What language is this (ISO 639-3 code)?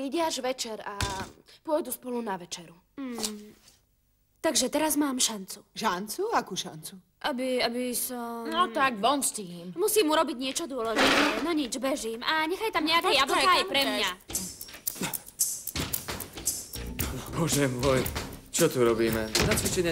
slk